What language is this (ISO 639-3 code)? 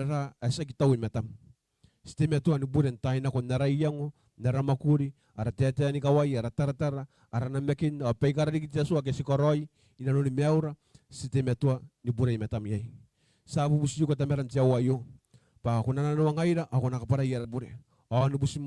gil